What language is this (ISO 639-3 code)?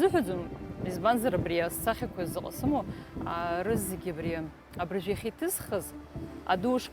abk